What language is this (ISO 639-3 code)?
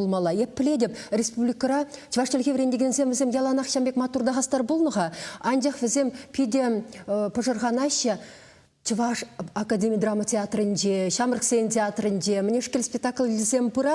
chv